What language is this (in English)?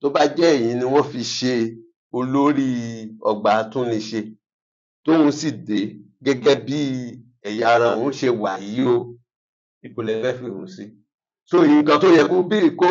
Yoruba